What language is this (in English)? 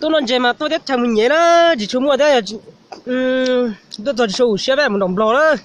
Hmong